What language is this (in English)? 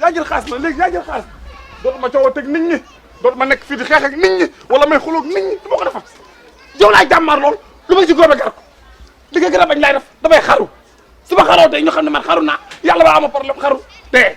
Wolof